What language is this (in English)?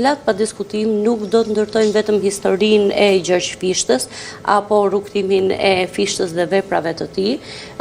Albanian